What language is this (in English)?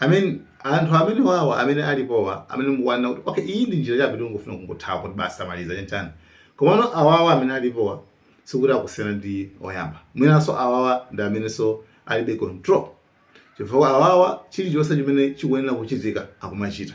Nyanja